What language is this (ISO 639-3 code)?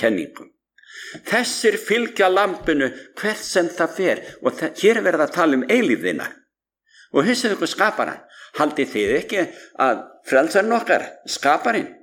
isl